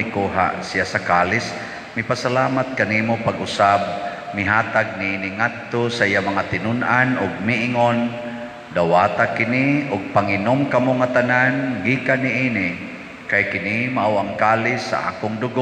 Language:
Cebuano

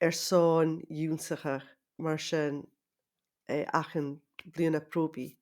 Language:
Scottish Gaelic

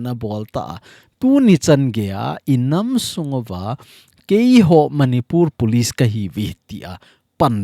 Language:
Thado Chin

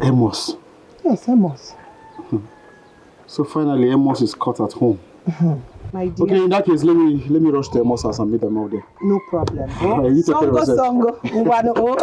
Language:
Nigerian Pidgin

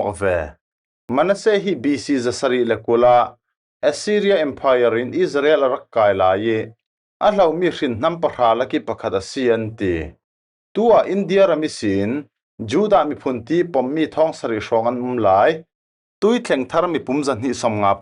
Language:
Falam Chin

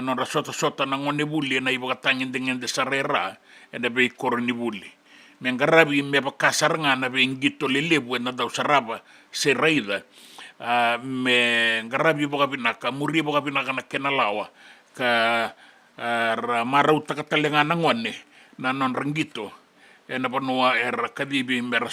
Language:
Fijian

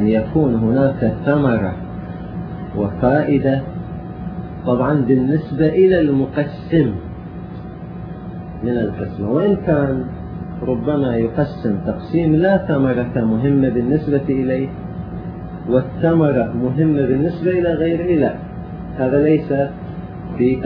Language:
Arabic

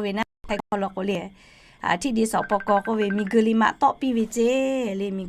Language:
Lahu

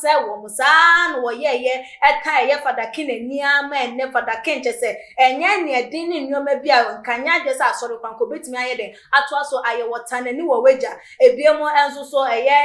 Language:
Akan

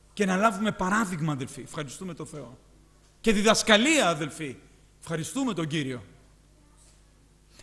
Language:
Greek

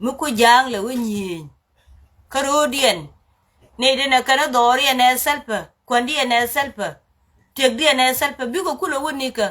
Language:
Nuer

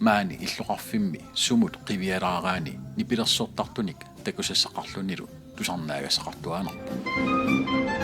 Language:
Kalaallisut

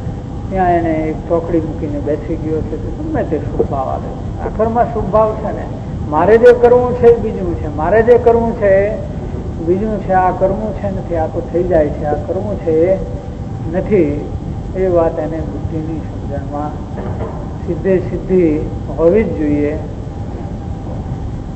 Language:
Gujarati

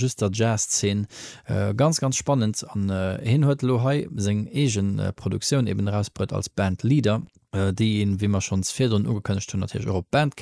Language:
Luxembourgish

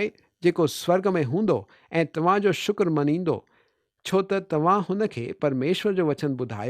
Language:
Sindhi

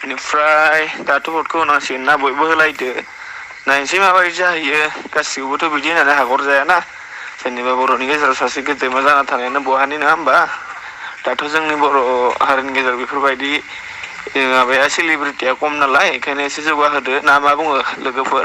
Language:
Bodo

